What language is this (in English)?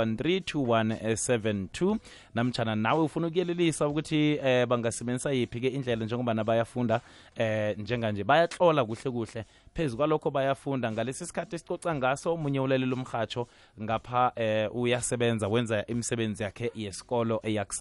South Ndebele